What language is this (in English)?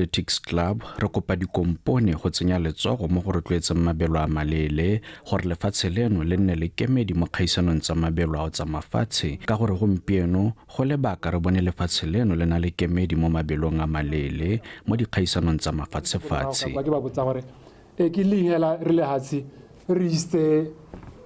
Tswana